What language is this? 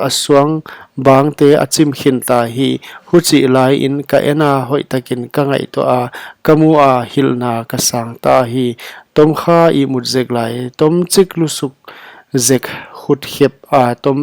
Paite Chin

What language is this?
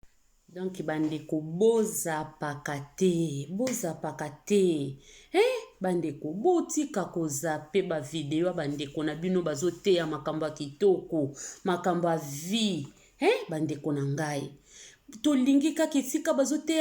Lingala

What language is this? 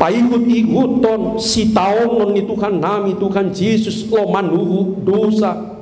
Batak Toba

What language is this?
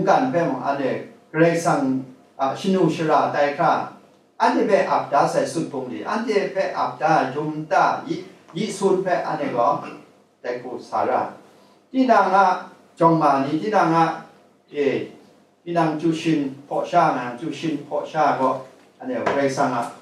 Kachin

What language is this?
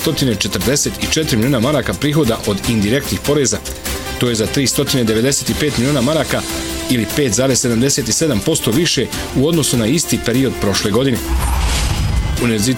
Bosnian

